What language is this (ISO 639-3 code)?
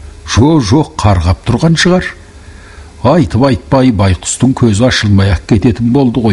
kaz